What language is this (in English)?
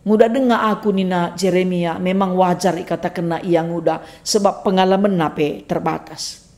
Batak Karo